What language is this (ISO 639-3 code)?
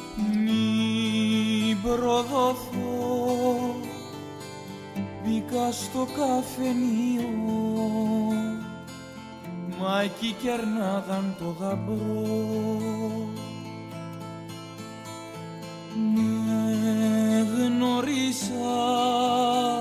ell